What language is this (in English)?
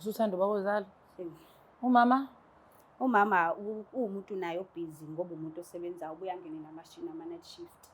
Zulu